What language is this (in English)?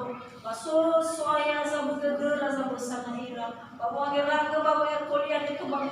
Nias